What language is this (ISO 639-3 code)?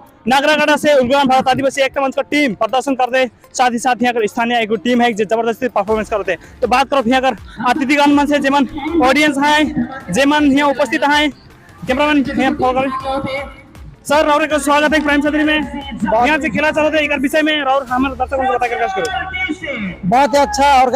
sck